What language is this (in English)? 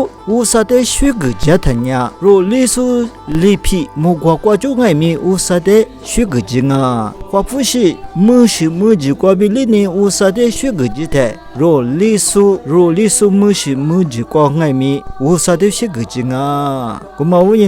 Lisu